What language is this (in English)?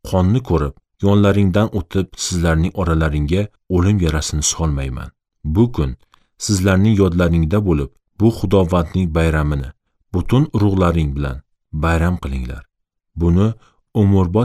Uzbek